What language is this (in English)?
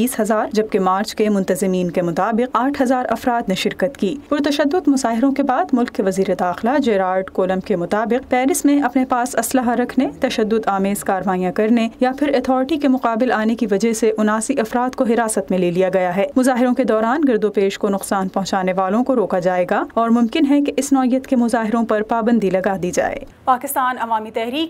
Urdu